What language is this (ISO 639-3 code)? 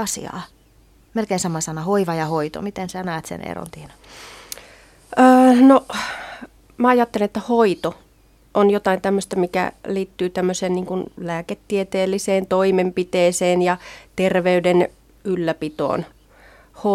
fin